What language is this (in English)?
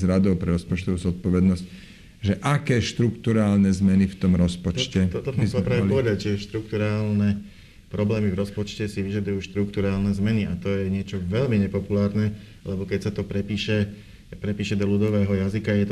Slovak